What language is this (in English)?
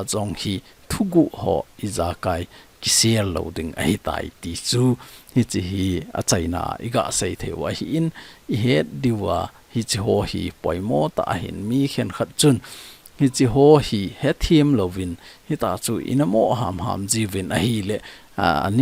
Thado Chin